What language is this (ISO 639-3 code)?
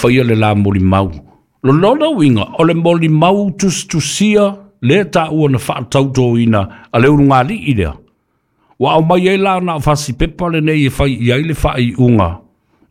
smo